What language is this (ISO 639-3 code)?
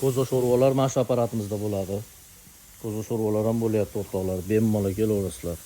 uzb